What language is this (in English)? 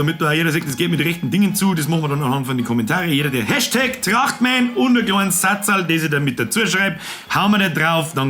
Bavarian